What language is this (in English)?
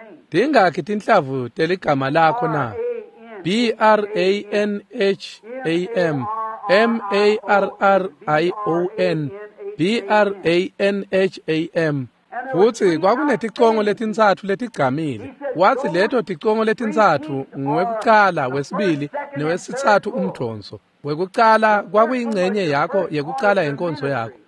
Swati